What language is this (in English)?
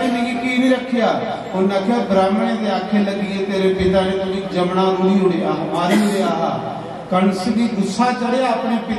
Dogri